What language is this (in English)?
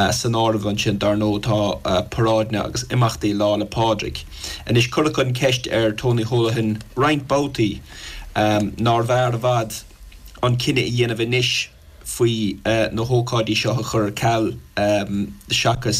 Irish